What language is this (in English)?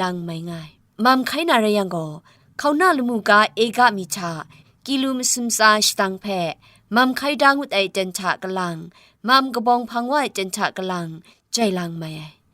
Kachin